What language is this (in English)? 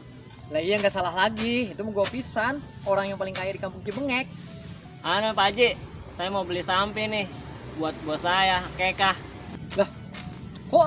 Betawi